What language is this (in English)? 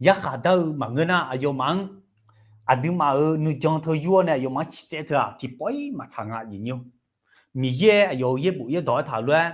Akha